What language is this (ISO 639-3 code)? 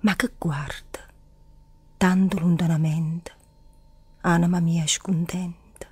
nap